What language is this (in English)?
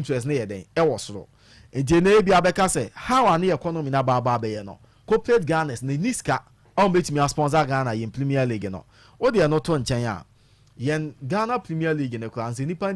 Akan